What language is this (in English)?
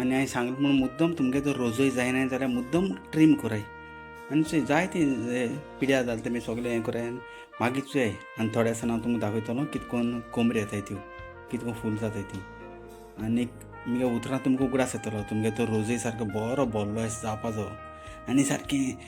Konkani